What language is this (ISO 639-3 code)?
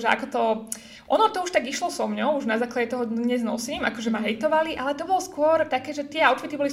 slk